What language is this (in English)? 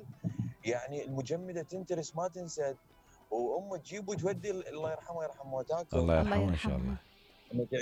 Mesopotamian Arabic